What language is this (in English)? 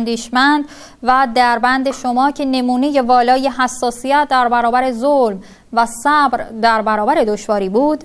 Persian